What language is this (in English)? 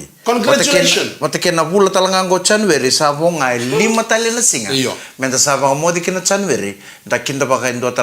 Fijian